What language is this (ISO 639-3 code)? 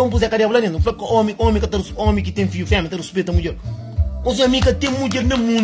kea